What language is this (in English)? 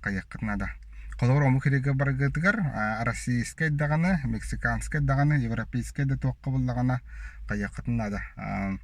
Yakut